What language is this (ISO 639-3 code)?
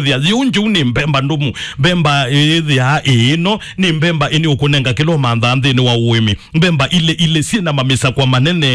kam